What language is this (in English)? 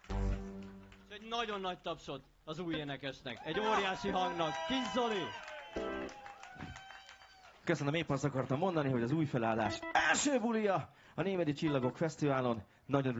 Hungarian